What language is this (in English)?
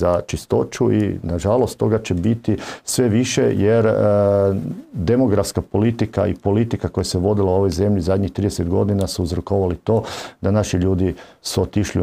Croatian